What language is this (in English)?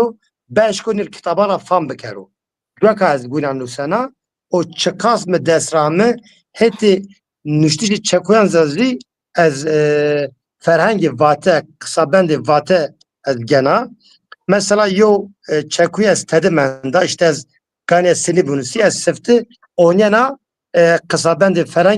Zaza